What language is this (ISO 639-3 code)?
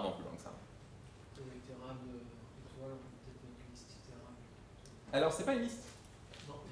fra